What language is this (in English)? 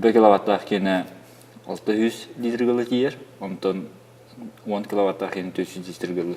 Yakut